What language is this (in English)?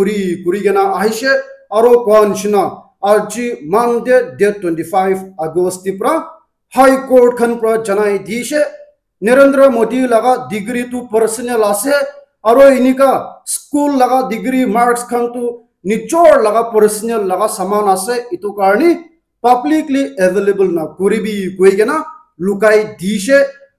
Naga Pidgin